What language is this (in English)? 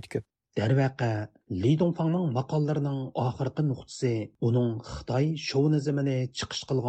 Uyghur